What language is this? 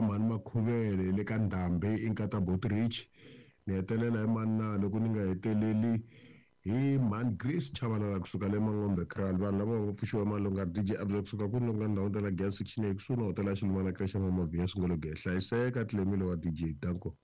Tsonga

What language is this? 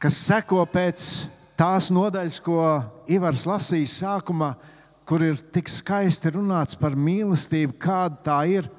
Latvian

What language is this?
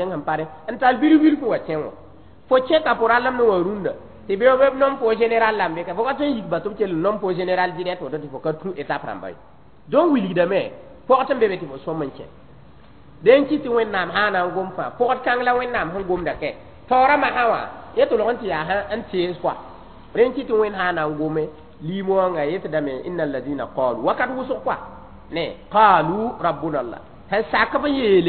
Mossi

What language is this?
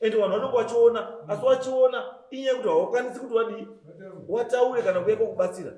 Shona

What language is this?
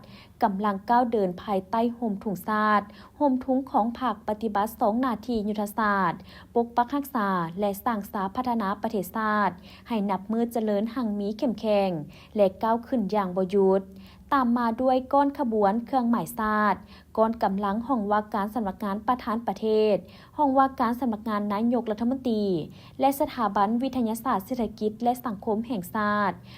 Lao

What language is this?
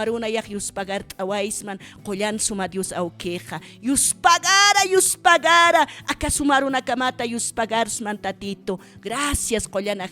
Aymara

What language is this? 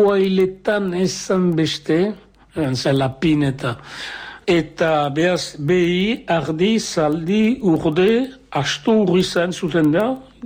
Basque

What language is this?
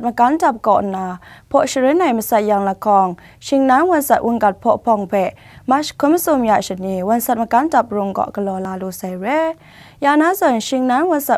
Kachin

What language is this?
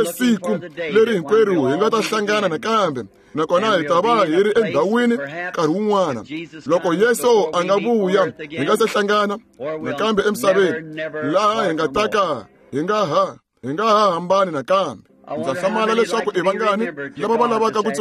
Tsonga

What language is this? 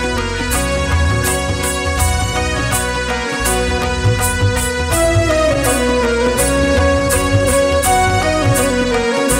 Tamil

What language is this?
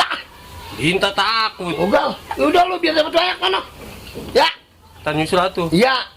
Betawi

